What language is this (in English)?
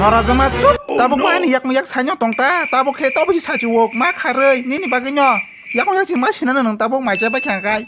Kok Borok